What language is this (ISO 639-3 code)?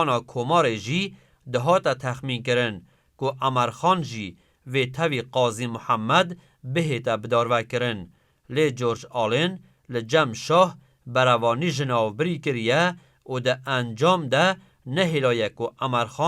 kur